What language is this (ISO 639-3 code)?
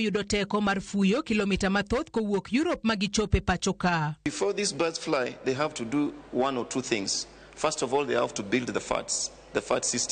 luo